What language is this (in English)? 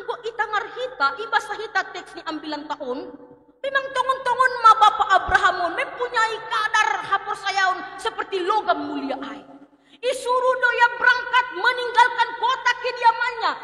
Batak Simalungun